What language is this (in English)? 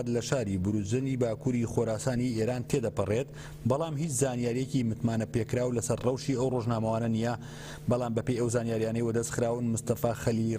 Central Kurdish